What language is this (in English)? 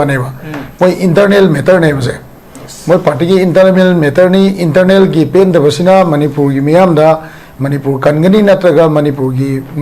Manipuri